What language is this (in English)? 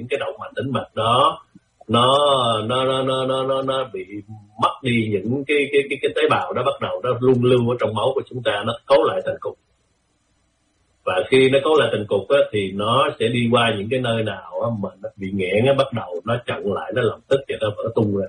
Vietnamese